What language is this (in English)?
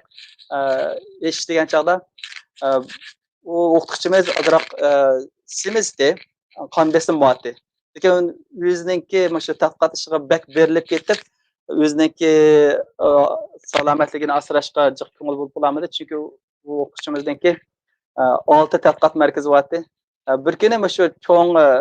Uyghur